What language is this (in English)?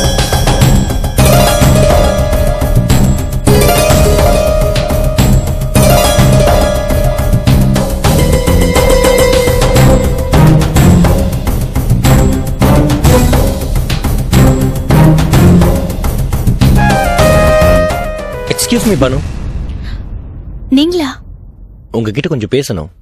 Tamil